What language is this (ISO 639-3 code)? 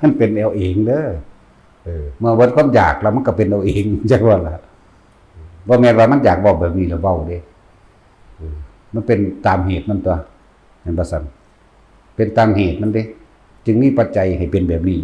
tts